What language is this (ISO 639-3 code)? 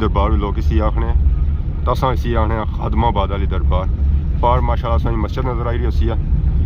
phr